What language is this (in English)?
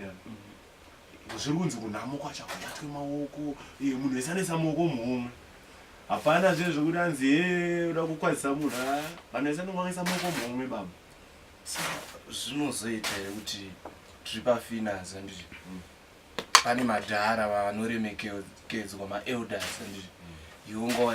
Shona